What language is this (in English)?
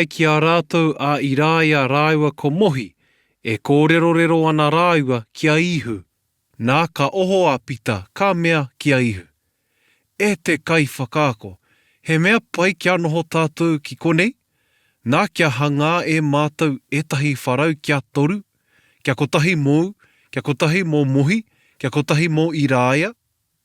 Māori